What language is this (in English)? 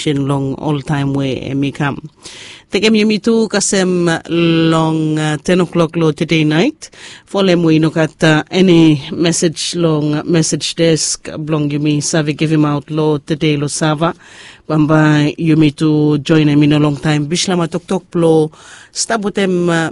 Bislama